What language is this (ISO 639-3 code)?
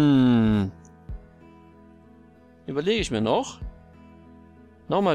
deu